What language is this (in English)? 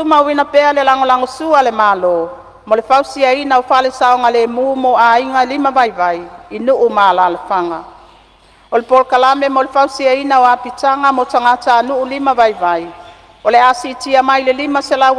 Samoan